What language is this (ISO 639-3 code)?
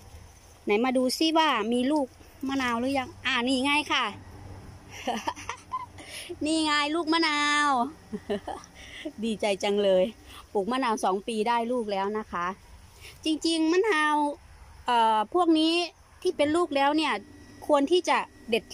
tha